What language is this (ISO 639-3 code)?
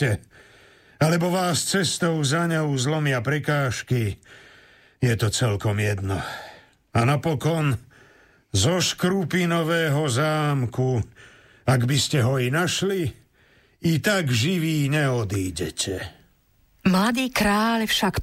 slk